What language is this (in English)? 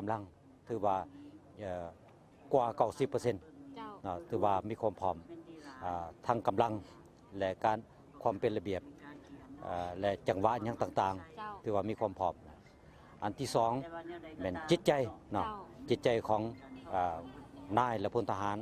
Lao